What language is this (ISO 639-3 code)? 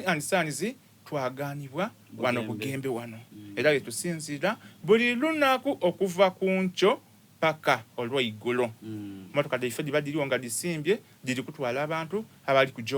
xog